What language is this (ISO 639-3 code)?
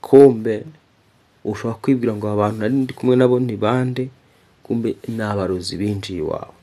kin